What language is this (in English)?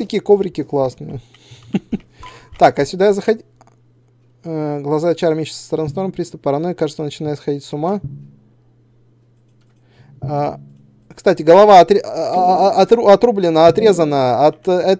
Russian